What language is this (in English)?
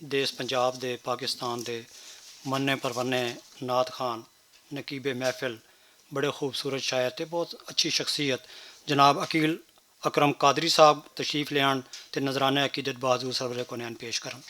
Western Panjabi